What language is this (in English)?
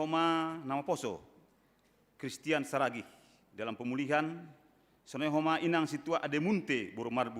Batak Simalungun